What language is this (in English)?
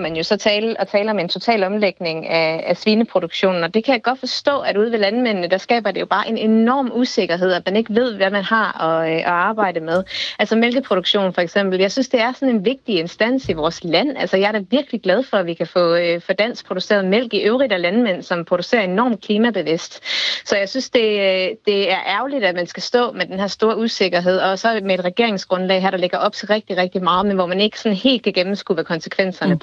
Danish